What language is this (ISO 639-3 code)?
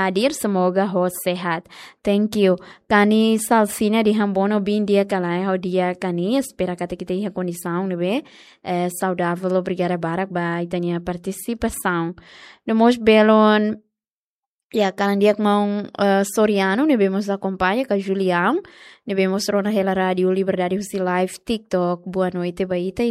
tet